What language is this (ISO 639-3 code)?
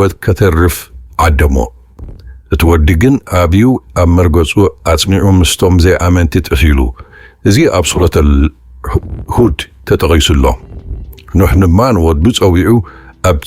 tir